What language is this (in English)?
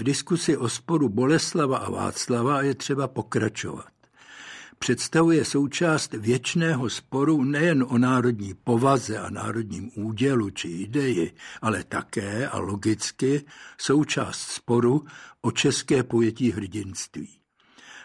Czech